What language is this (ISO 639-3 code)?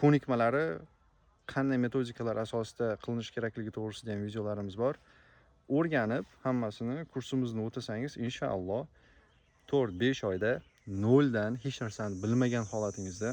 uzb